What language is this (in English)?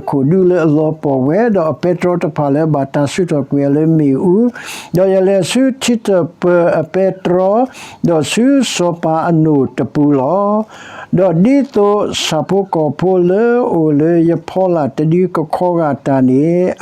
S'gaw Karen